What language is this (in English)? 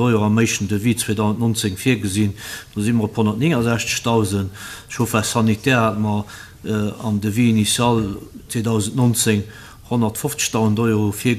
Luxembourgish